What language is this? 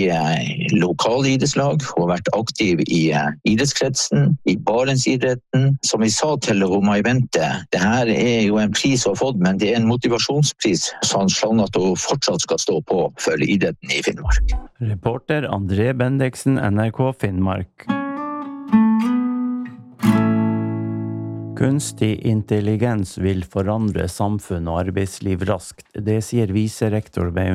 Norwegian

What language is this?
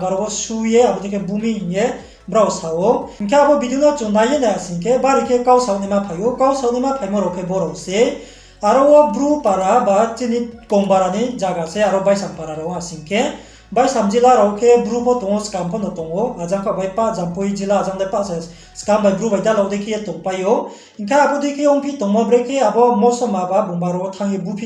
Riang (India)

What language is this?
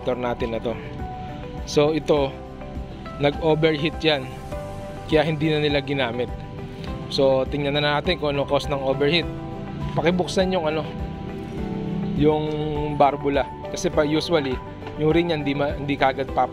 Filipino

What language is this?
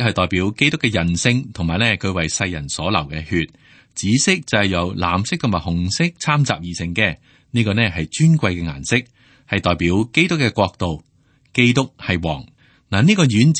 Cantonese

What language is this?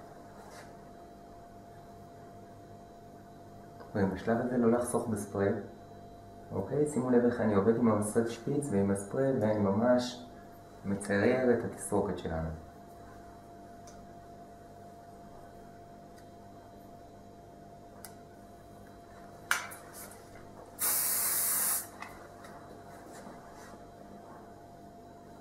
Hebrew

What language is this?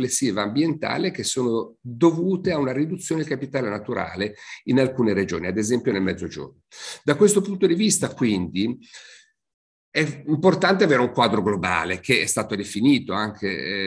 Italian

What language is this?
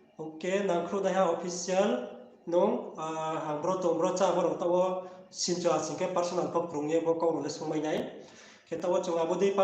Riang (India)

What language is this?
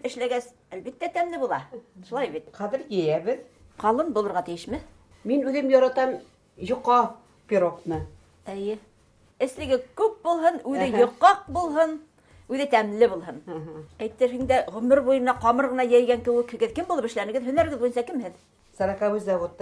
Bashkir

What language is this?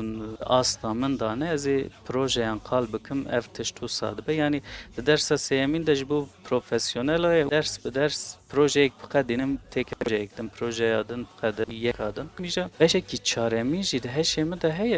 Kurdish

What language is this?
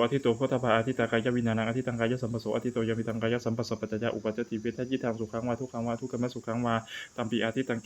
Pali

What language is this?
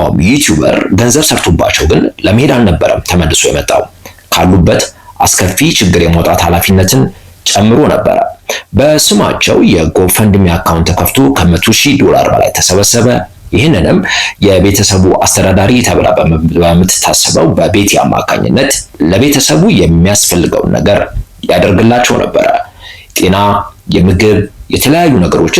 Amharic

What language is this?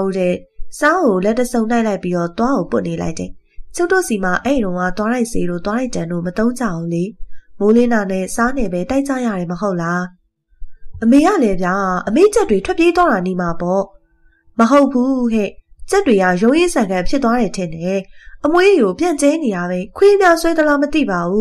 Burmese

